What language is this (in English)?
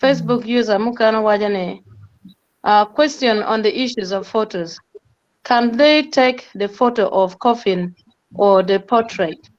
Acoli